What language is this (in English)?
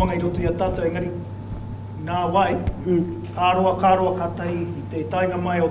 Māori